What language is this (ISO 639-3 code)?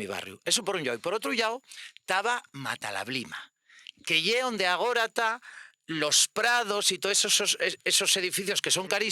ast